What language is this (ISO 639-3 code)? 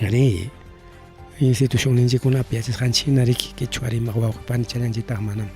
quy